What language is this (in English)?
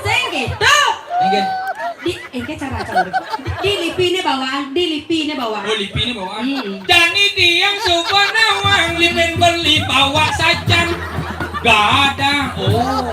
Balinese